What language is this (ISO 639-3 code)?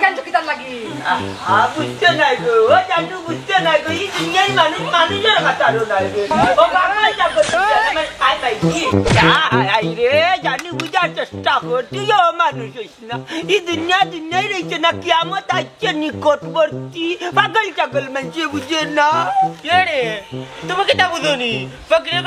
syl